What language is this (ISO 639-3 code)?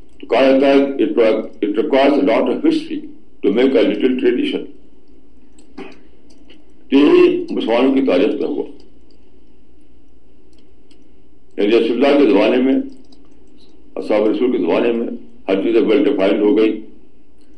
urd